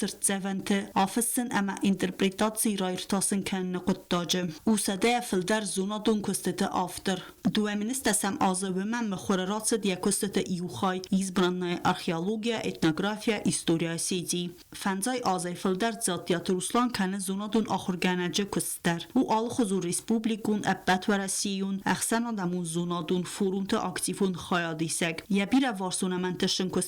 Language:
Ossetic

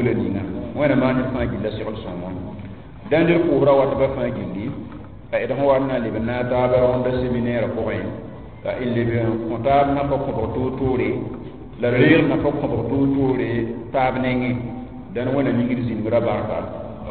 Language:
Mossi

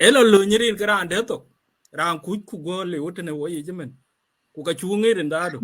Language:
Dinka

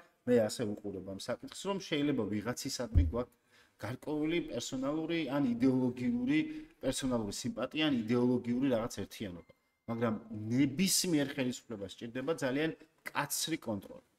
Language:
Georgian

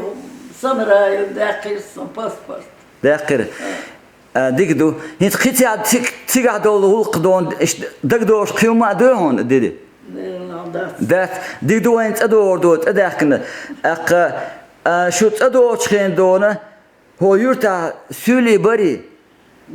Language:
Chechen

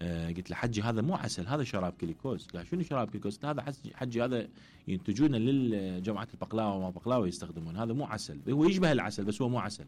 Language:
Mesopotamian Arabic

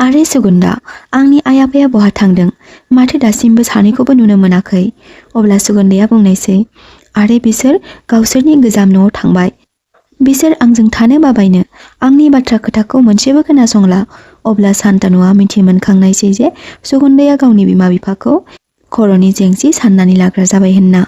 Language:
Bodo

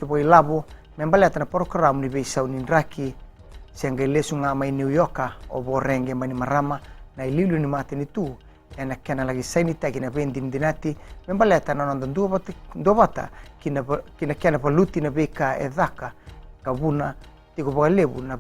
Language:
Fijian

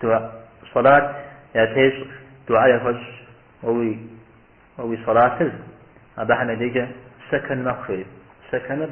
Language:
Kabardian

